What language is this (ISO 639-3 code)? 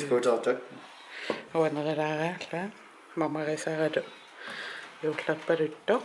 kal